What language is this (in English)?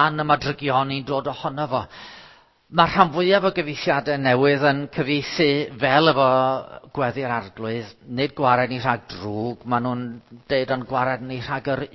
Welsh